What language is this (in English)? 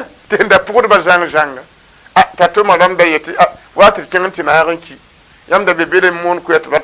Mossi